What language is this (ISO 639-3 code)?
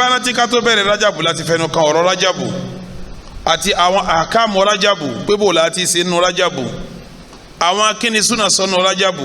yor